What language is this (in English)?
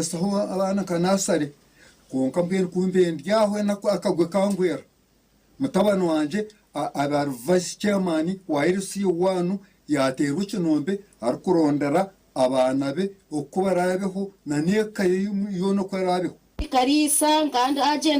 Nyankole